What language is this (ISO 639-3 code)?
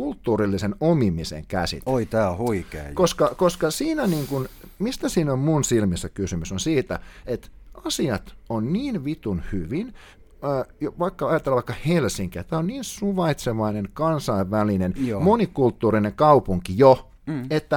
fin